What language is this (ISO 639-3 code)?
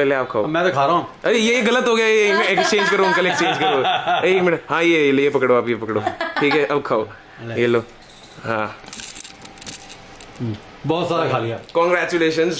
hin